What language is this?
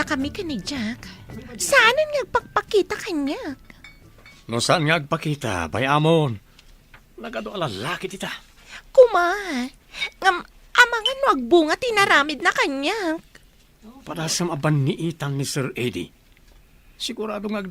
Iloko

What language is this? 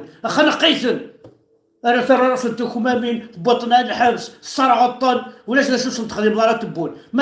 Kabyle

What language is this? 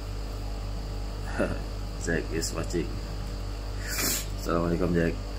Malay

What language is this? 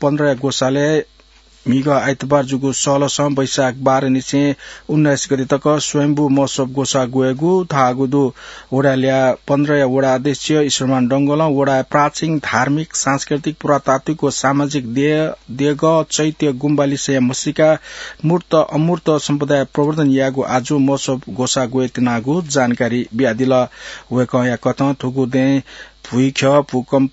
Newari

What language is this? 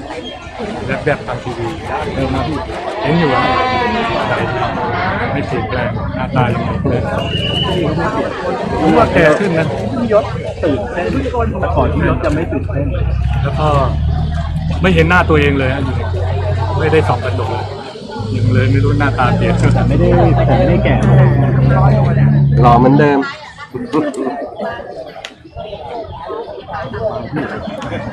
Thai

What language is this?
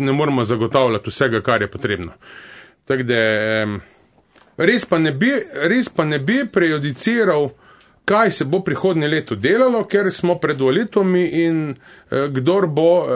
Slovenian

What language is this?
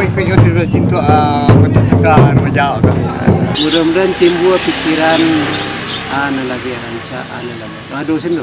Minangkabau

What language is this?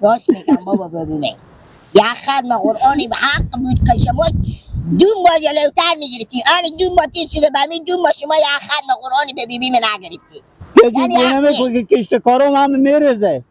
Persian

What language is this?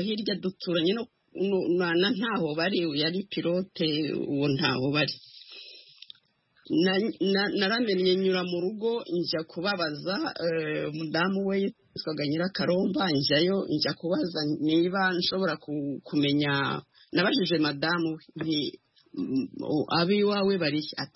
Kinyarwanda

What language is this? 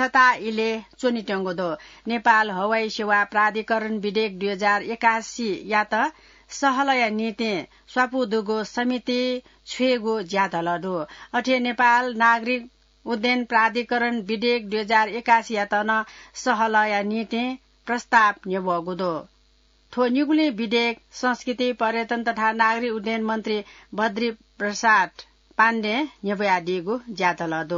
Newari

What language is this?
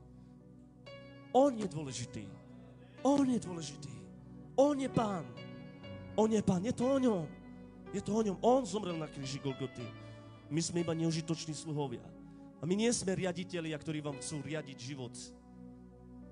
Slovak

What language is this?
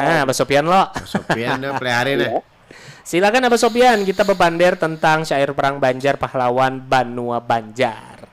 Banjar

